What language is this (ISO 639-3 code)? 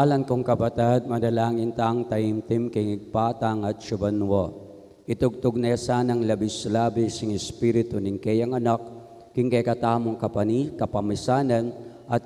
pam